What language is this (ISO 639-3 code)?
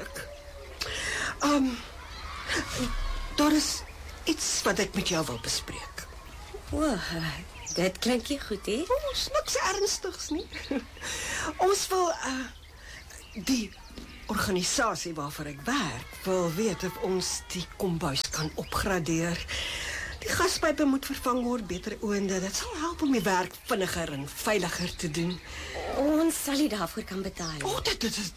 afr